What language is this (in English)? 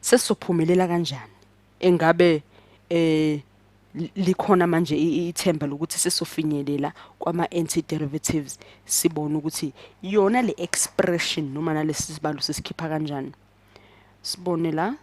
Zulu